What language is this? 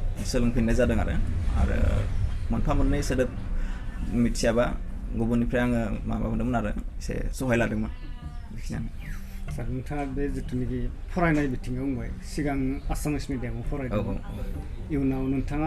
Bodo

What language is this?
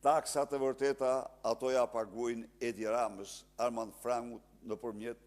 Albanian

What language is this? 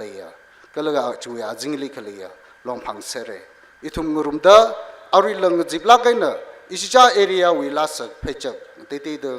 Tangkhul Naga (India)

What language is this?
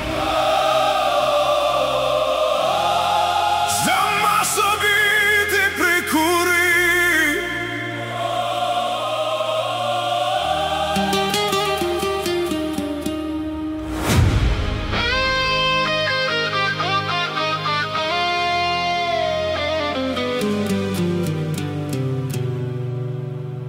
Ukrainian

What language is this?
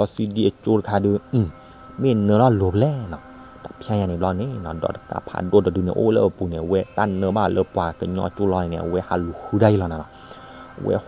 S'gaw Karen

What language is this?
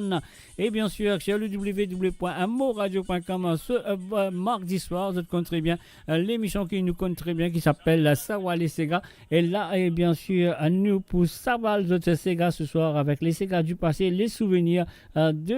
Morisyen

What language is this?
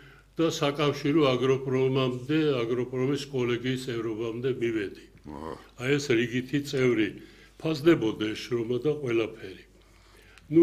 Georgian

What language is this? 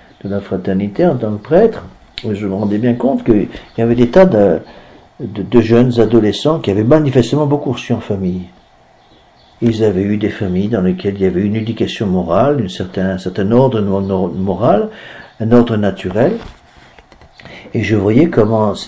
French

